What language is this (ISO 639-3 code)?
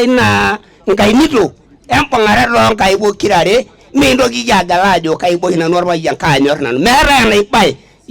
mas